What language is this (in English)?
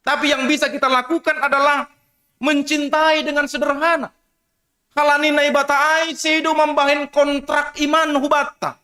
Batak Simalungun